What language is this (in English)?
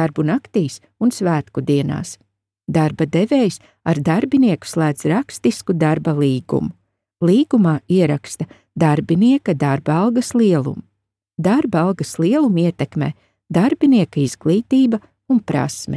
Latvian